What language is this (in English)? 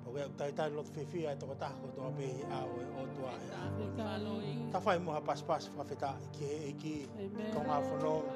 Tongan